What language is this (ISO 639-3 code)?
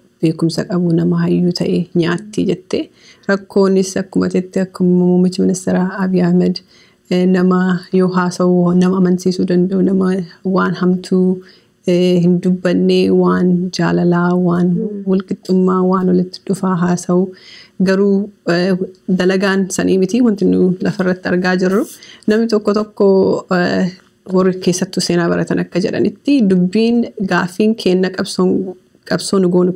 orm